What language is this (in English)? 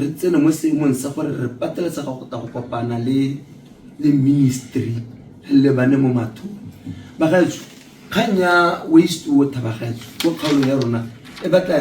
Tswana